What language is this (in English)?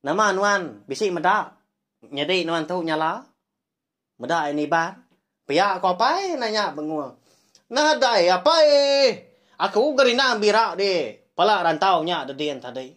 Iban